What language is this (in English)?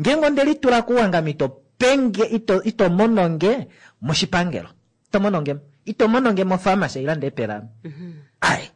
Kuanyama